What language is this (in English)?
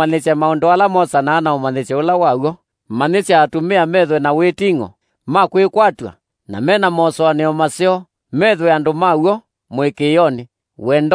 Kamba